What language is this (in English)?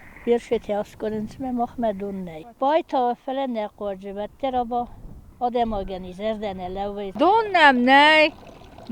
Ossetic